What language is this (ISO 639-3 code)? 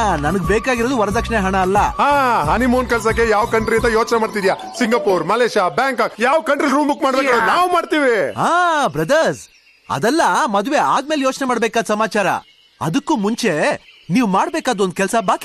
kan